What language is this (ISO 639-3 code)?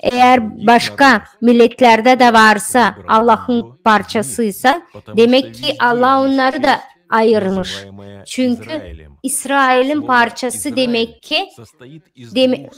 gag